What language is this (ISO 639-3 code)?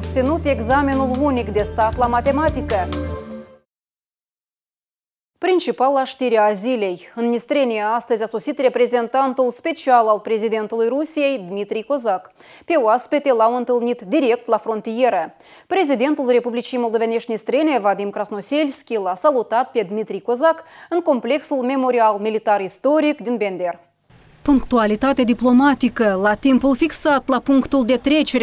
ron